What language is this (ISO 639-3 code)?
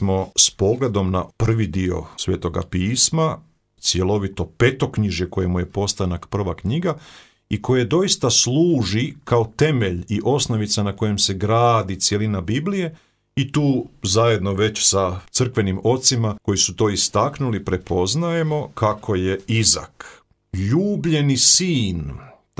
hrv